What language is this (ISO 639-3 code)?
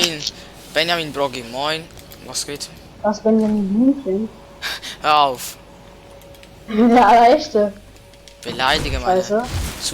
gsw